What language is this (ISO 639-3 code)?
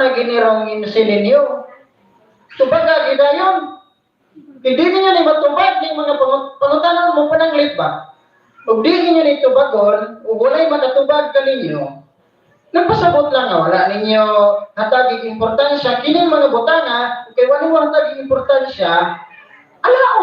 ceb